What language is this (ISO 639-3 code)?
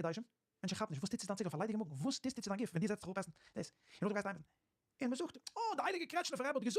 yid